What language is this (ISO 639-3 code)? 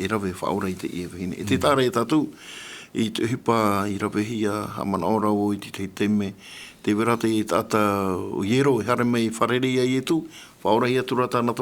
tah